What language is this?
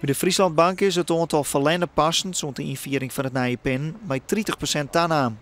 Western Frisian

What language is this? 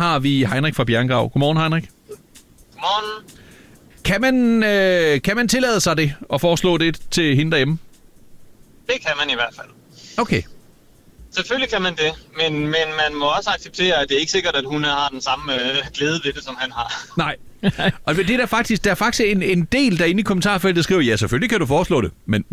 Danish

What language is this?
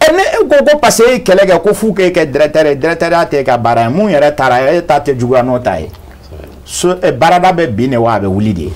Bambara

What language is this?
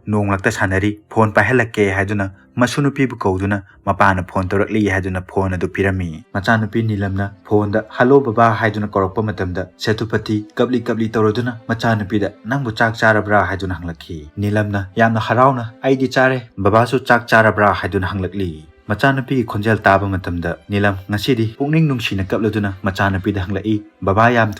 Manipuri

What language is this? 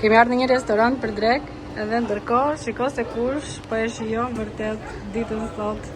Albanian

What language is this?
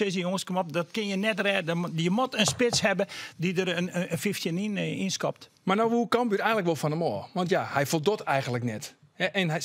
Western Frisian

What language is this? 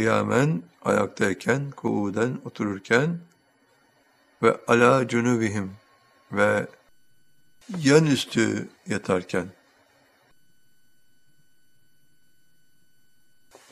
Turkish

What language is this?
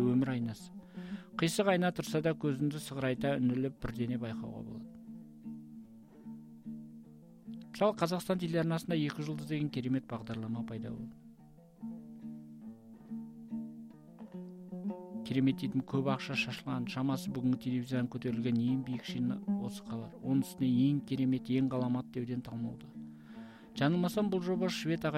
Kazakh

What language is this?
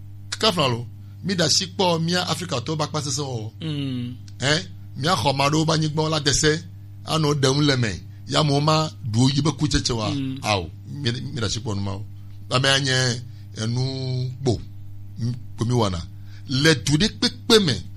Gen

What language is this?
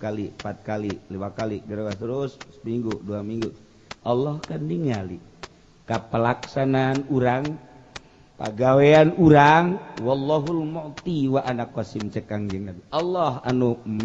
Sundanese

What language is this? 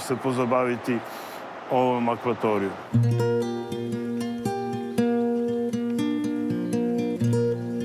Serbian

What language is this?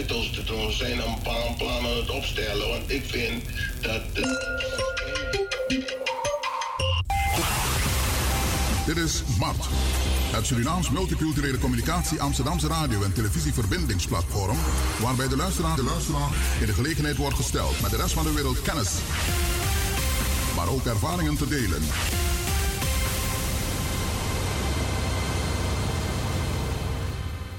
Dutch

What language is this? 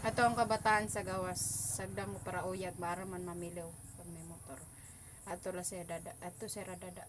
Waray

